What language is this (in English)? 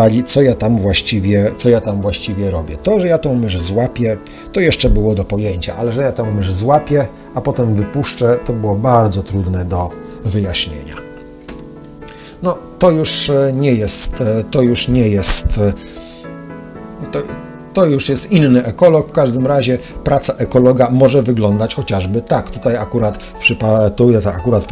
Polish